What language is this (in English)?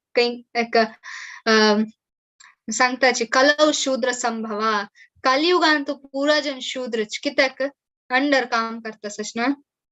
Konkani